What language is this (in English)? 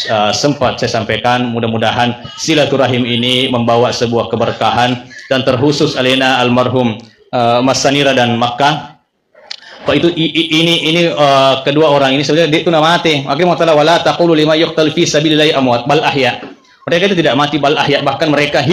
Buginese